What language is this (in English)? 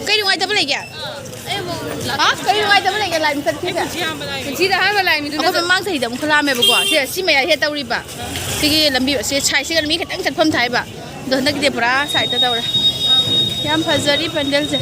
Manipuri